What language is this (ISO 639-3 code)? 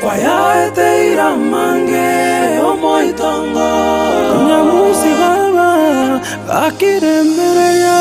guz